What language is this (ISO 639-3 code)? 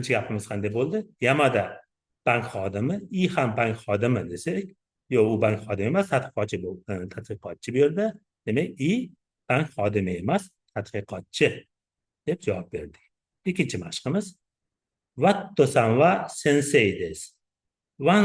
uzb